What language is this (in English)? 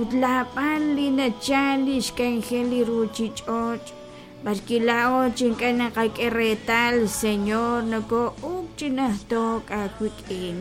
Kekchí